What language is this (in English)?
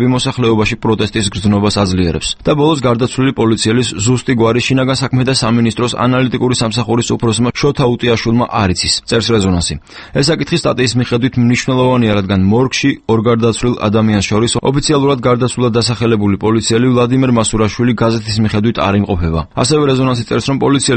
Georgian